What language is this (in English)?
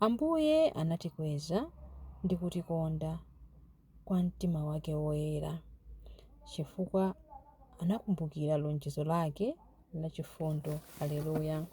Nyanja